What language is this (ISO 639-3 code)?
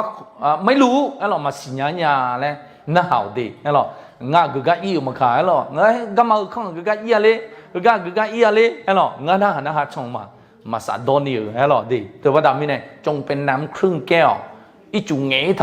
ahk